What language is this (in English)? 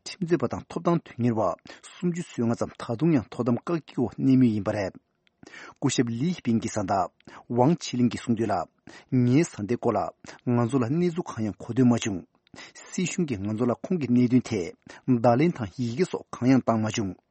Tibetan